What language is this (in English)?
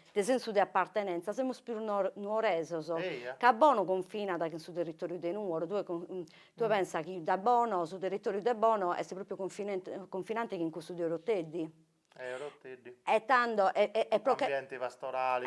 Sardinian